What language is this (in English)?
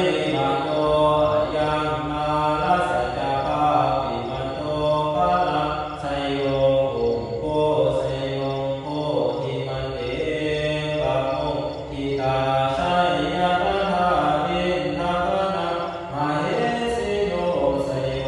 Pali